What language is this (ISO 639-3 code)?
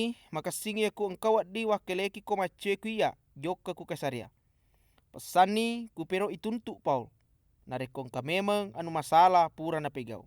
bug